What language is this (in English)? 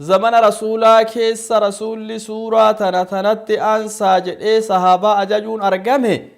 Oromo